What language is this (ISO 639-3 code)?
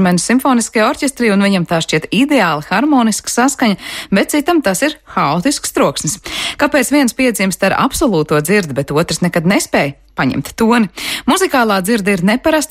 lav